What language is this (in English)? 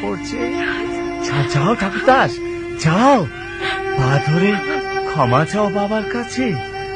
Bangla